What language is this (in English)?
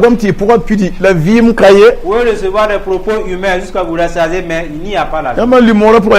Mossi